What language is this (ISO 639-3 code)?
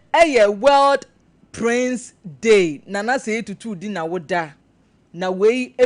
aka